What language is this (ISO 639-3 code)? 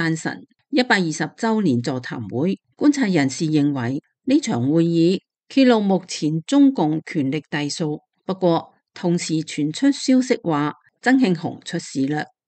yue